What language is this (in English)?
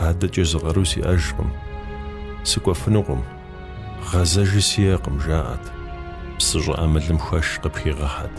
Kabardian